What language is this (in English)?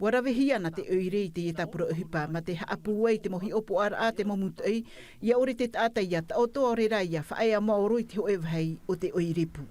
Tahitian